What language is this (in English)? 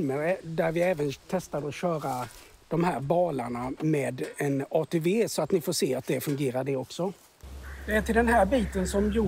Swedish